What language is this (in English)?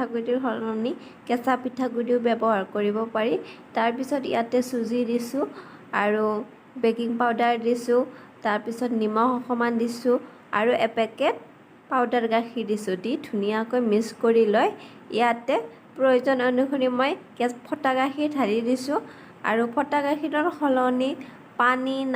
Assamese